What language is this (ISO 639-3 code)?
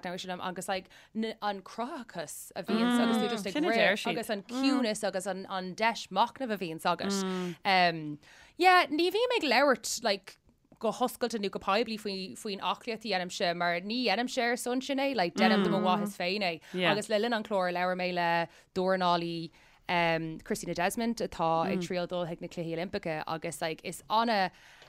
gle